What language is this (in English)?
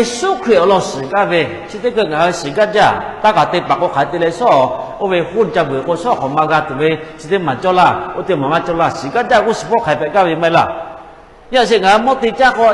Lahu